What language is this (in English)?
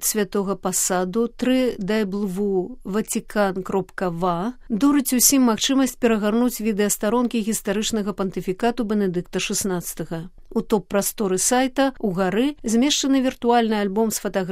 Belarusian